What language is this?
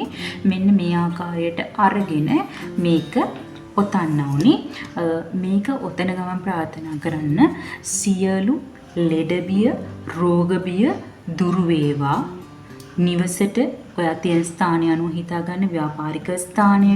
Sinhala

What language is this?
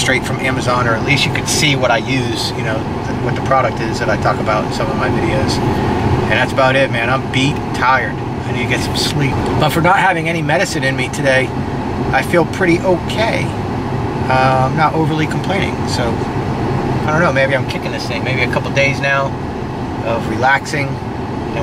English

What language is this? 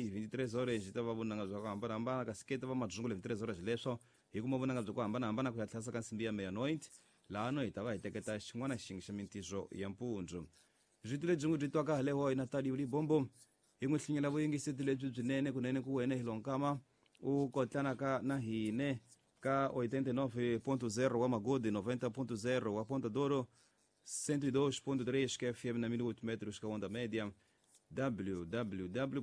Tsonga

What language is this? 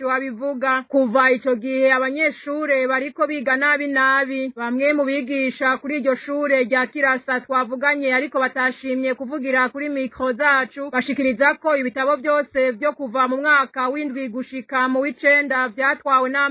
Rundi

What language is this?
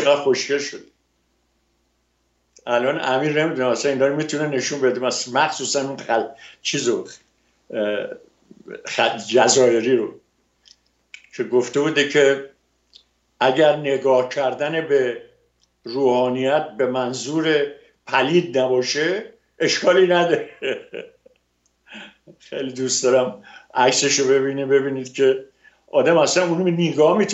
Persian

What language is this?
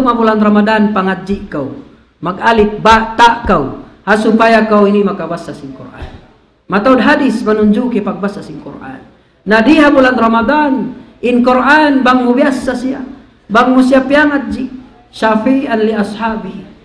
Tausug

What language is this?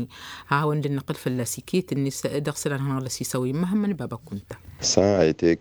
Tamasheq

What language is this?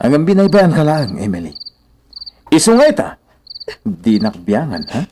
Iloko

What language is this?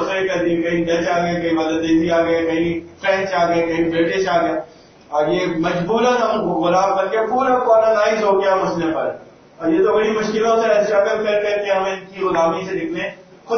Urdu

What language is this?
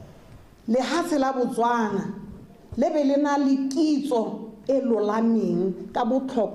Tswana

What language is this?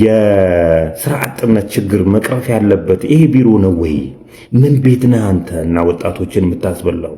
Amharic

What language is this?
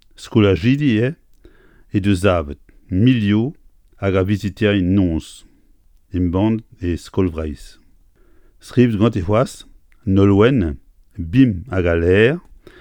Breton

